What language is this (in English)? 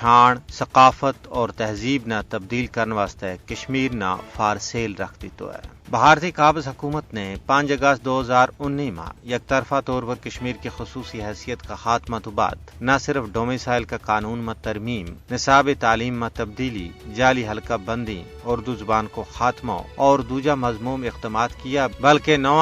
Gujari